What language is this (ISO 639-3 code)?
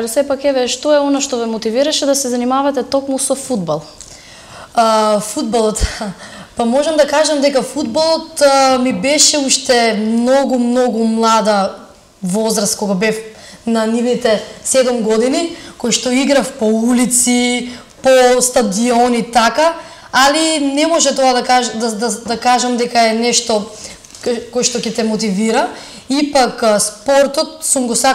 mkd